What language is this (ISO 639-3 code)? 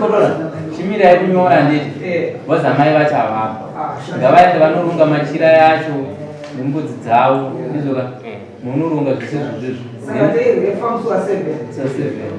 sna